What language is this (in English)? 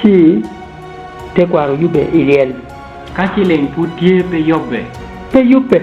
Acoli